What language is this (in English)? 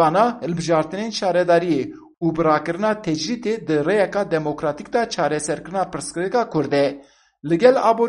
Kurdish